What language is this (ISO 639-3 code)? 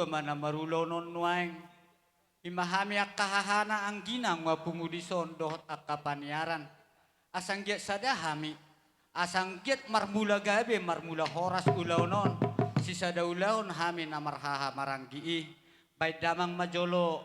bbc